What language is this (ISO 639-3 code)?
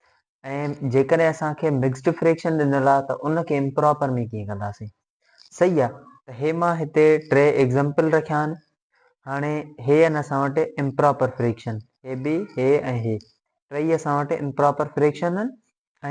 snd